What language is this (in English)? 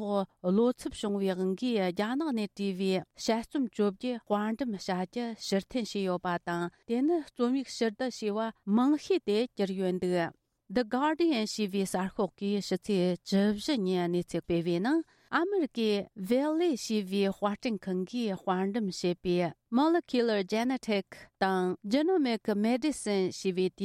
Tibetan